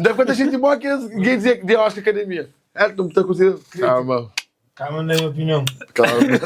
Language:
Kabuverdianu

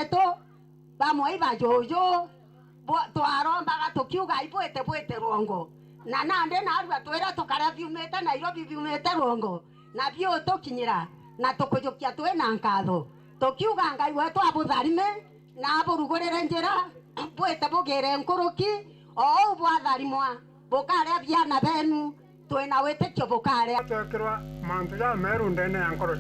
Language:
Meru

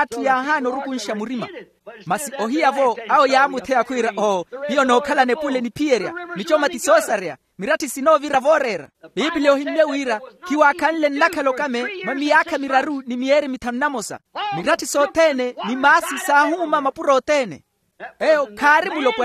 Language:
Makhuwa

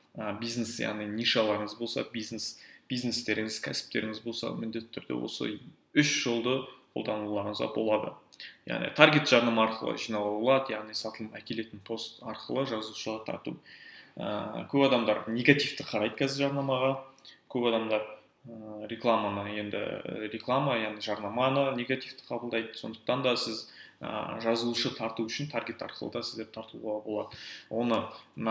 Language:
Kazakh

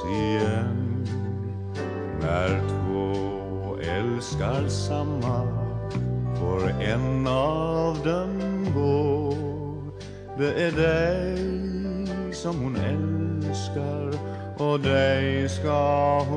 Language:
Swedish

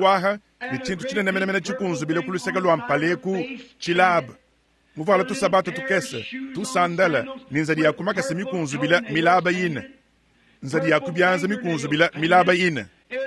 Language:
Luba-Lulua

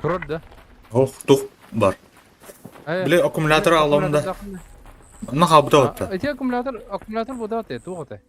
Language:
Yakut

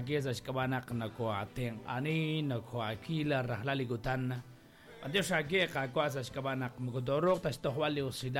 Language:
Kekchí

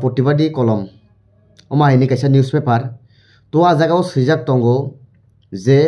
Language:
Kok Borok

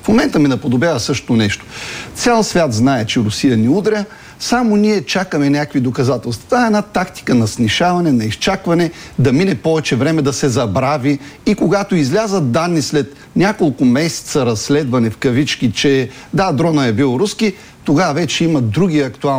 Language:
Bulgarian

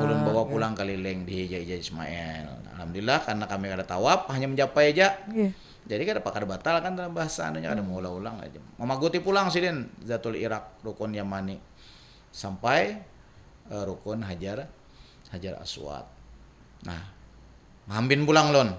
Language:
Banjar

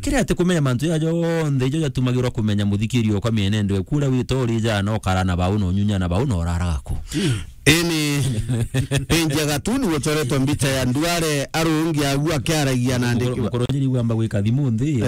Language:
Meru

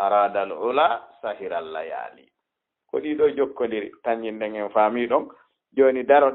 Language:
Fula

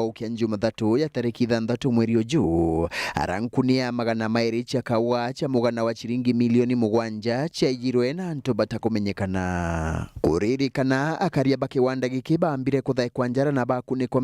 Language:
Meru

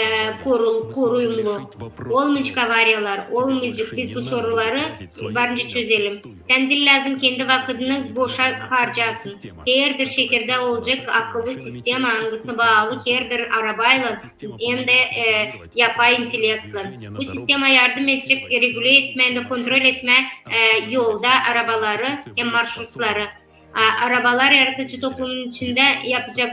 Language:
Gagauz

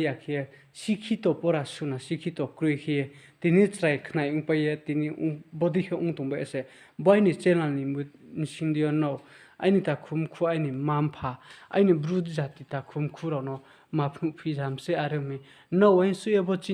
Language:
Riang (India)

